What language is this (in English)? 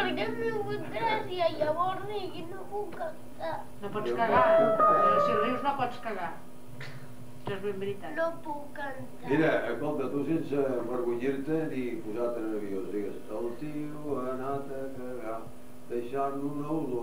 Catalan